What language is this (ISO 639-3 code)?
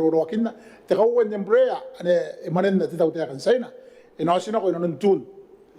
gil